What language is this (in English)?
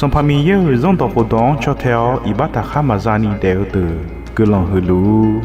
Akha